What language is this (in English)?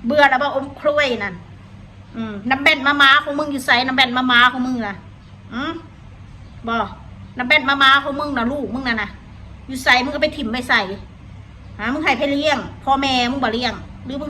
Northeastern Thai